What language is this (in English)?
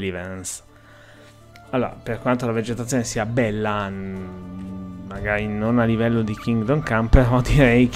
Italian